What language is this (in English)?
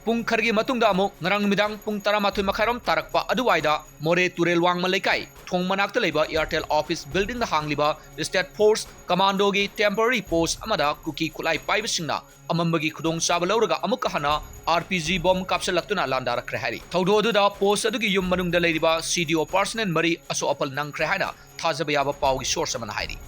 Manipuri